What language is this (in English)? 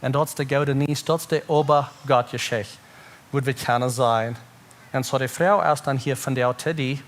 Plautdietsch